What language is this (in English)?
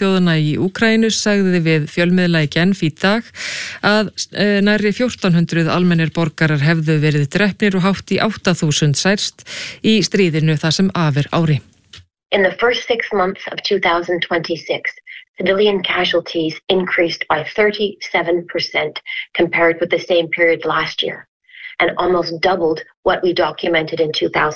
Icelandic